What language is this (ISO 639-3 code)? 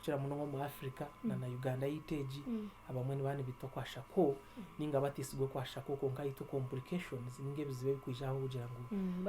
nyn